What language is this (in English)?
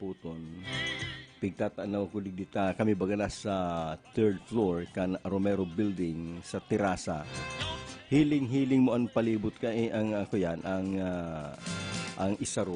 Bikol